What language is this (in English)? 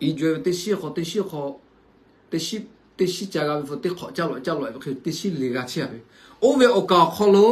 Lahu